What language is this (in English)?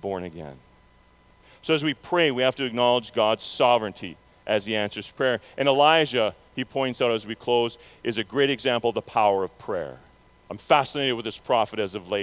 English